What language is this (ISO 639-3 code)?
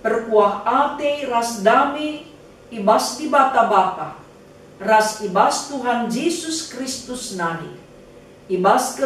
btx